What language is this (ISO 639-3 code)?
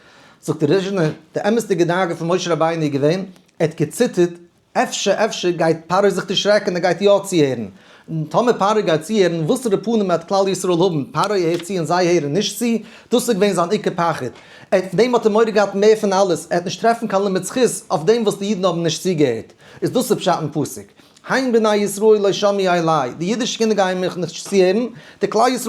yid